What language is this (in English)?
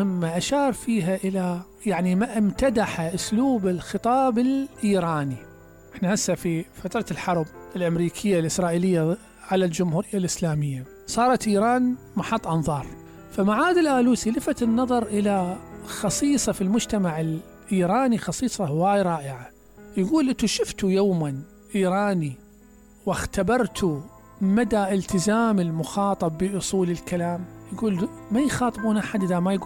Mesopotamian Arabic